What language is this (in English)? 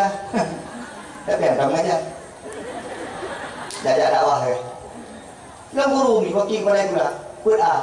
Malay